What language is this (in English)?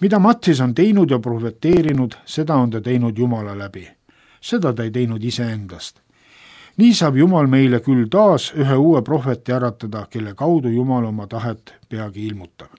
Estonian